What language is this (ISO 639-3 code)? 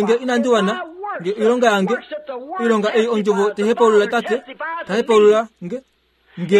kua